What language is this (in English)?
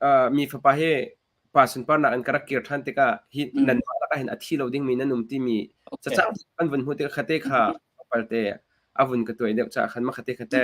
Hakha Chin